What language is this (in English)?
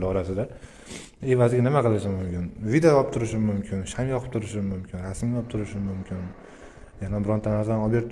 Uzbek